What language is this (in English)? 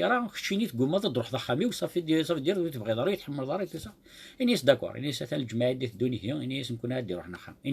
Kabyle